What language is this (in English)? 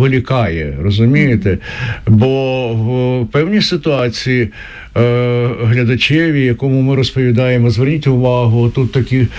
Ukrainian